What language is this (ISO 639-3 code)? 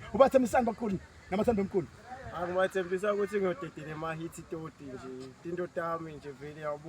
zul